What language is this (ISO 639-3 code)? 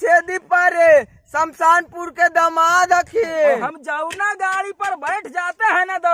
mag